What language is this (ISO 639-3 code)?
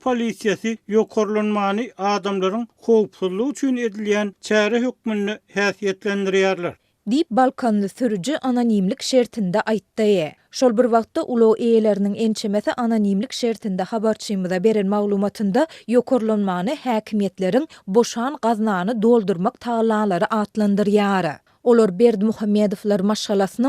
tuk